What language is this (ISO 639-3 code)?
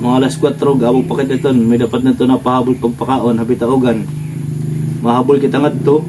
war